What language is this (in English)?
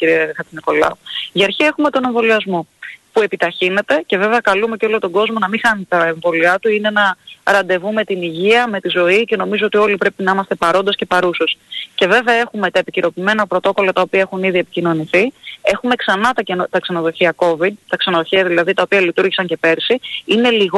Greek